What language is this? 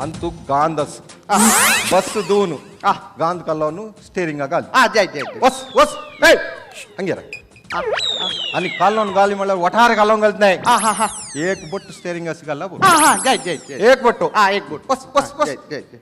Konkani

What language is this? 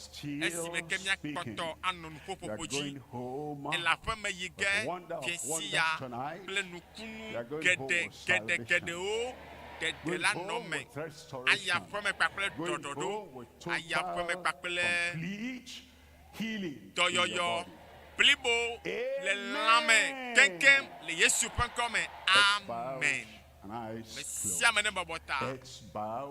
Ewe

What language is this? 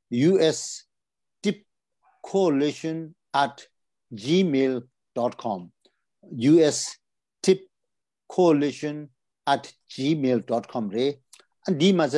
Tibetan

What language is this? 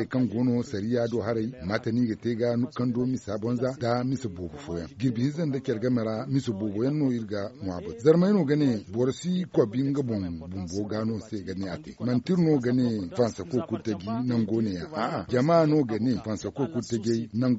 Zarma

